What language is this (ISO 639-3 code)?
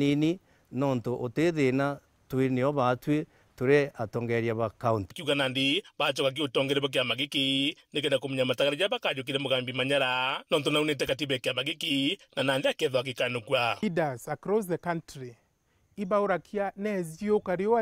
mer